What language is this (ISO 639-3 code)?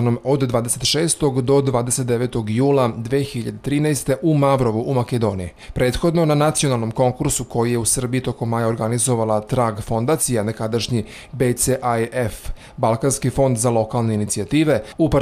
srp